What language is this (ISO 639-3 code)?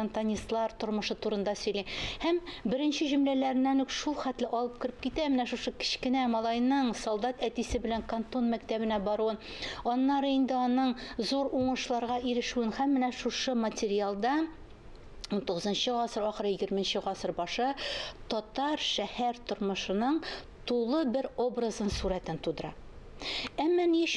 tat